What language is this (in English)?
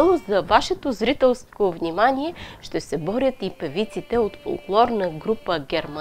Bulgarian